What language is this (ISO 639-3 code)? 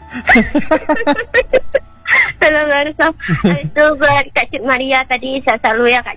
ind